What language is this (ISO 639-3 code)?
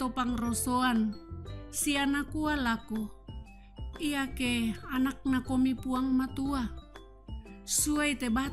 sda